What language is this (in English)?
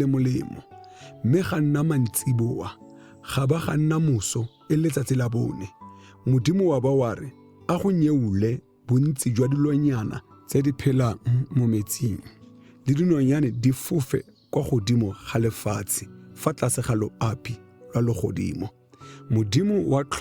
Tswana